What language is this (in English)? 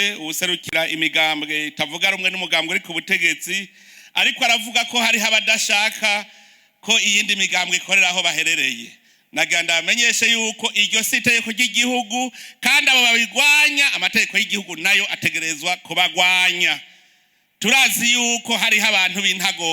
Rundi